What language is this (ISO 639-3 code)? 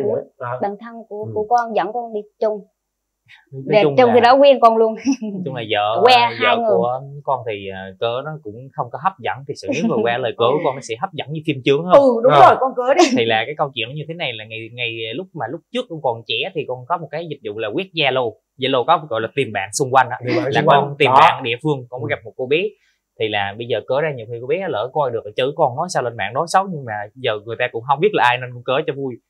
vie